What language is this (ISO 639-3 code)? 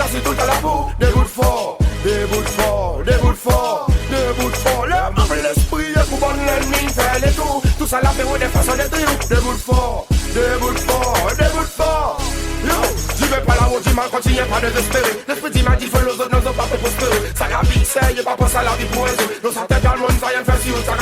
crs